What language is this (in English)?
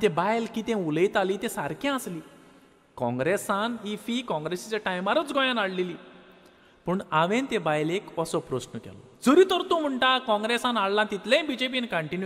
Konkani